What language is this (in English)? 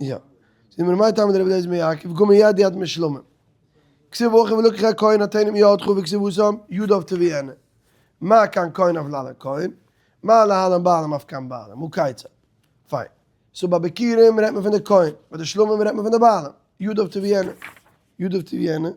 Yiddish